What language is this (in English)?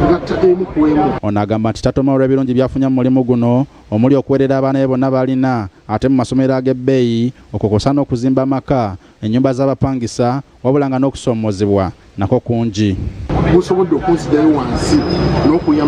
Ganda